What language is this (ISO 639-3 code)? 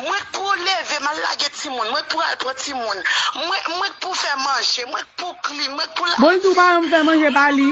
hat